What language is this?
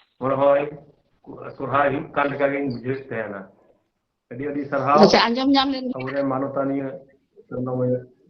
Santali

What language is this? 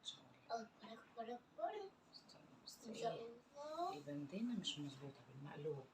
Egyptian Arabic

